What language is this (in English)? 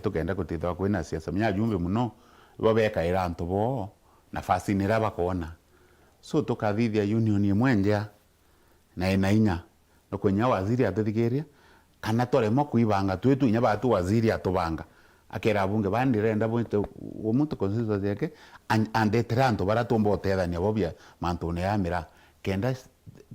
Meru